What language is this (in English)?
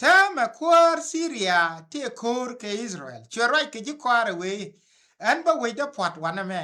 Nuer